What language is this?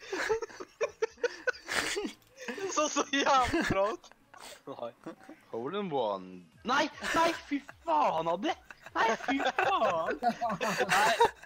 Norwegian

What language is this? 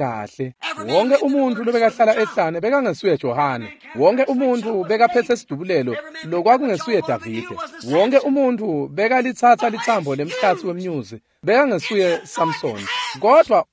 Swati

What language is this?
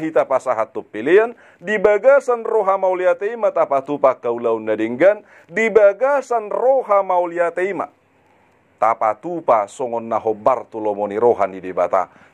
Batak Toba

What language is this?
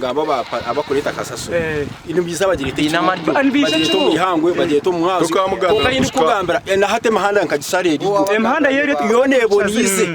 Nyankole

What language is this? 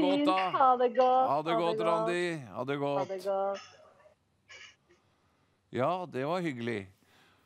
Norwegian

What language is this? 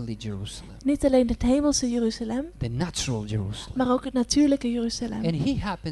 Dutch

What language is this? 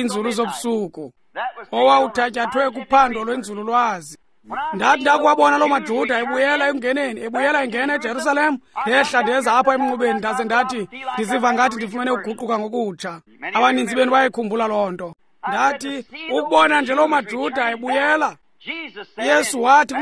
Xhosa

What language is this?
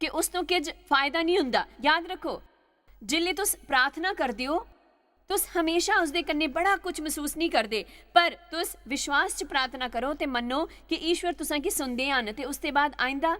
Dogri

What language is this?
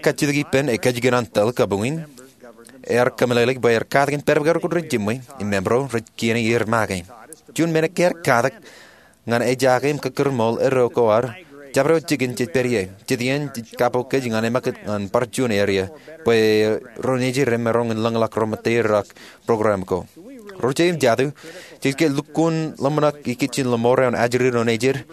Marshallese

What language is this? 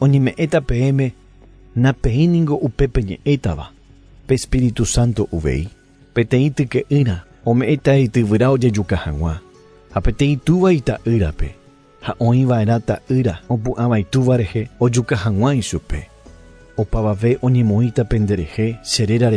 Guarani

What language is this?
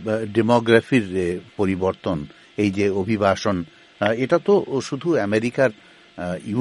Bangla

